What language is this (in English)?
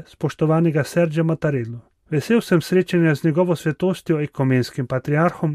Slovenian